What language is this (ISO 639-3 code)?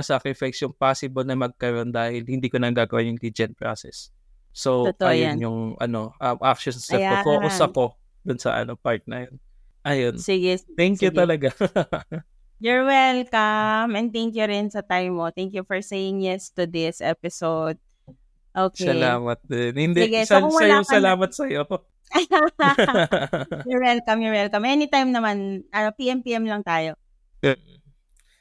fil